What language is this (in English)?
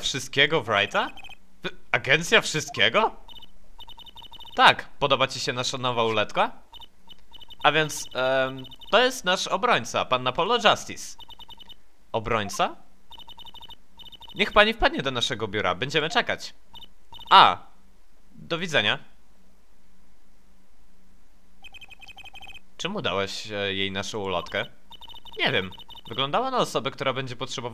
Polish